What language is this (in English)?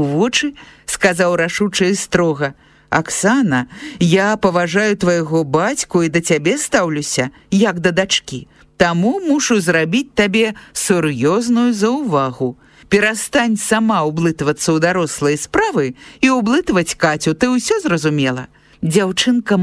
Belarusian